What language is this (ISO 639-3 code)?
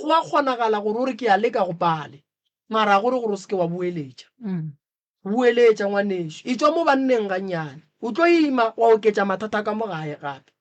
nso